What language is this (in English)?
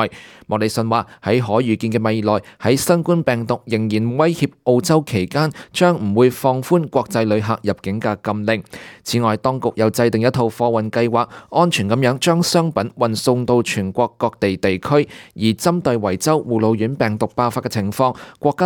Cantonese